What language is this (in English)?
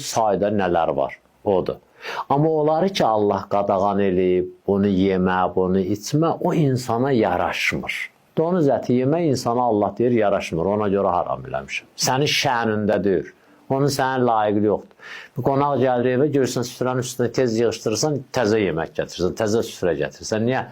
Azerbaijani